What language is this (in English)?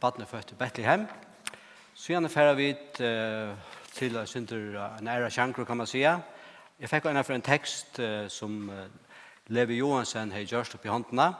Faroese